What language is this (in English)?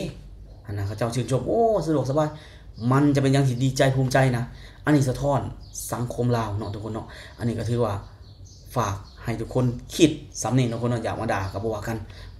Lao